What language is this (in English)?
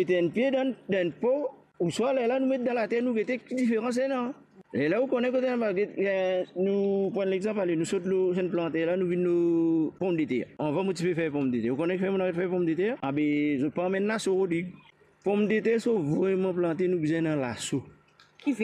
Morisyen